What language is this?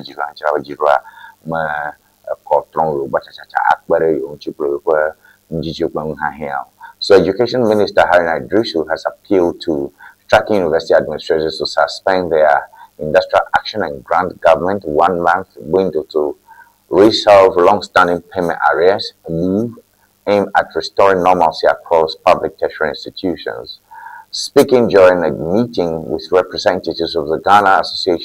Ewe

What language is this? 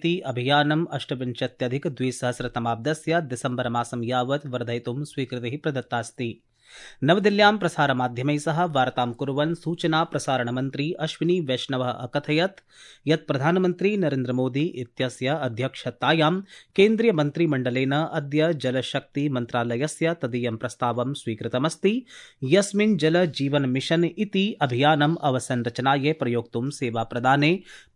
Sanskrit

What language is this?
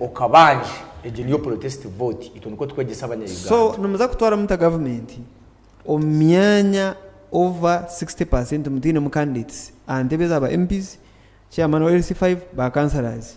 Nyankole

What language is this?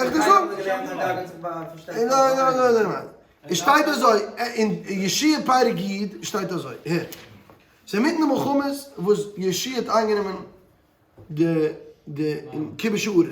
Yiddish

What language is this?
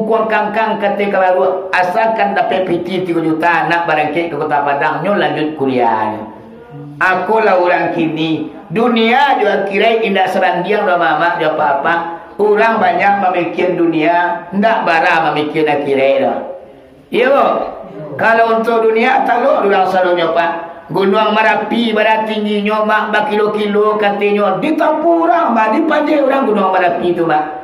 Minangkabau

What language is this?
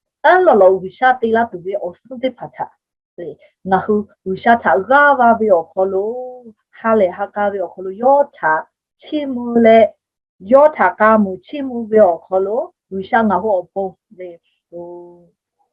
Lahu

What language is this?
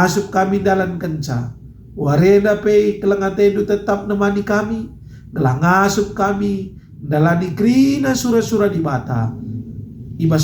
Batak Karo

